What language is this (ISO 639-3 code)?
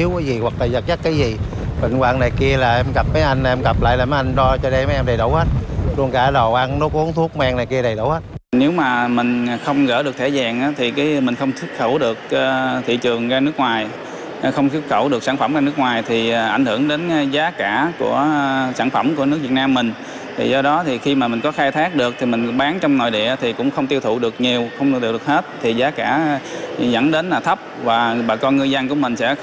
vie